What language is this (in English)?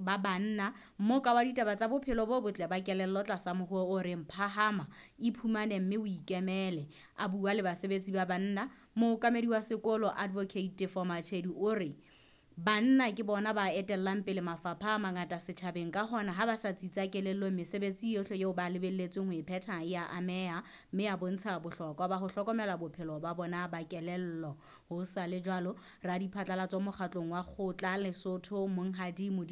Southern Sotho